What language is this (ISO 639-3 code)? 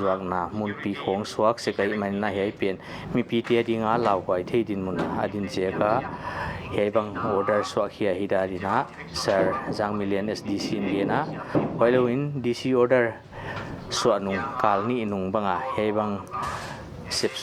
pck